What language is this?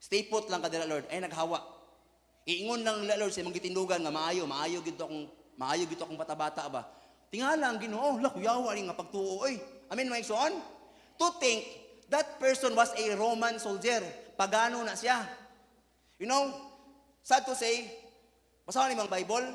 Cebuano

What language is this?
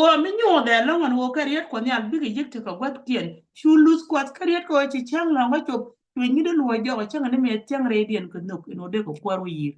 Nuer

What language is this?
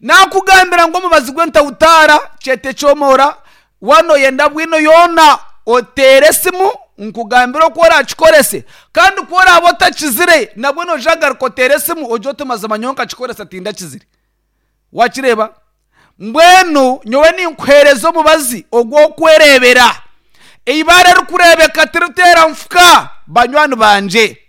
Nyankole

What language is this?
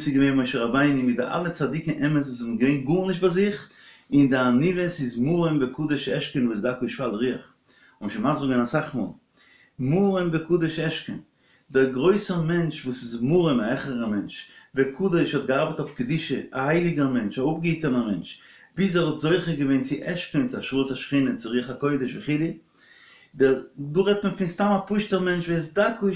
Yiddish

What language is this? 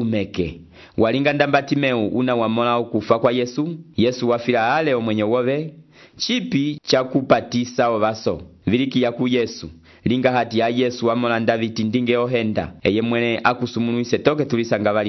Umbundu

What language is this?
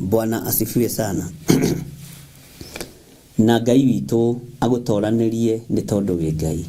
Kikuyu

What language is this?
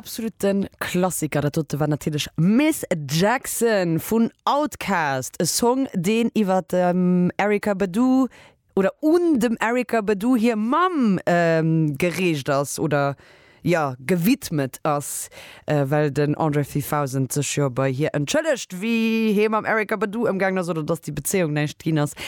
Luxembourgish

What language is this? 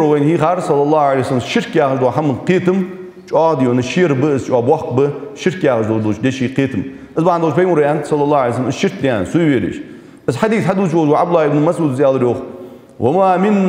Ingush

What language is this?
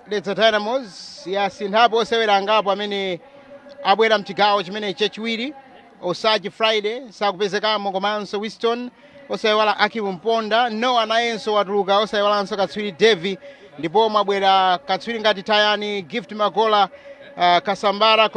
Nyanja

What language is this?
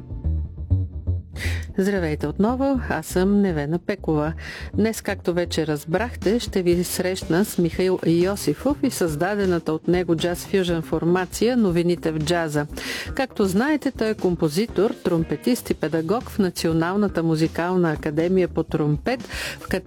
Bulgarian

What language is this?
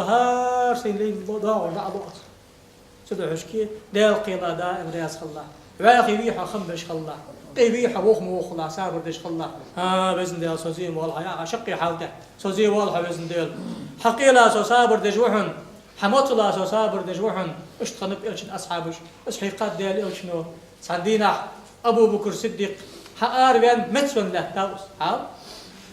Ingush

